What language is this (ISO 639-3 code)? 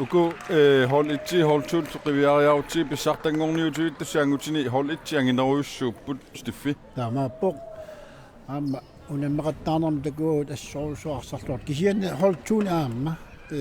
kal